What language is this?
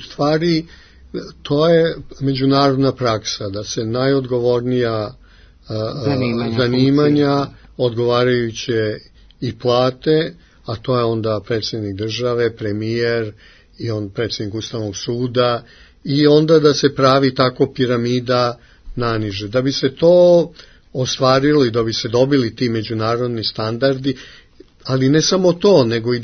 Serbian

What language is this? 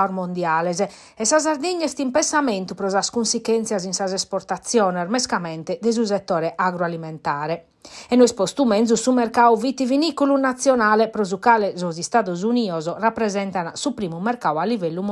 Sardinian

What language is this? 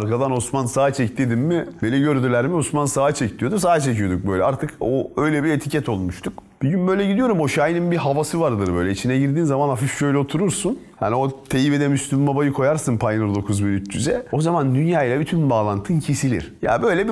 Turkish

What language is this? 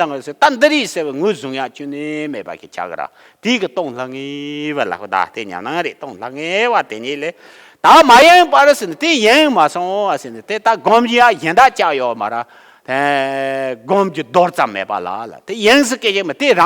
Tibetan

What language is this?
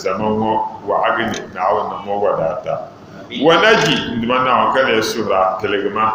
Dagbani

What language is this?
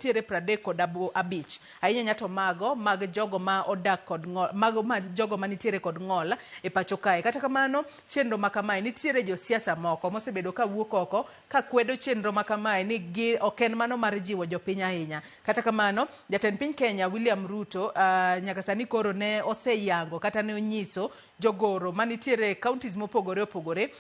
Luo (Kenya and Tanzania)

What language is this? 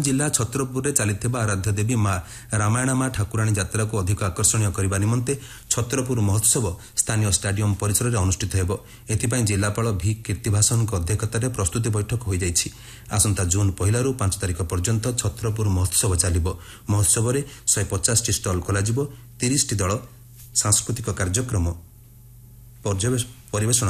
Odia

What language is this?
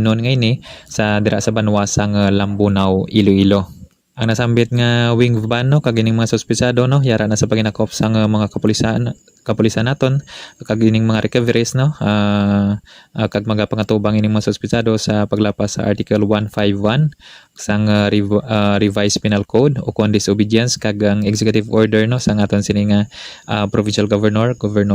Hiligaynon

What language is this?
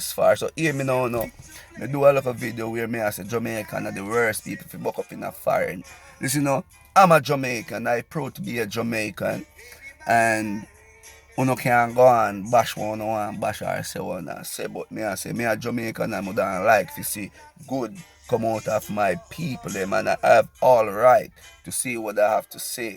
Jamaican Creole English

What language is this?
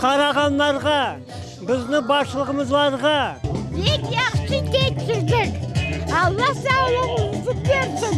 Crimean Tatar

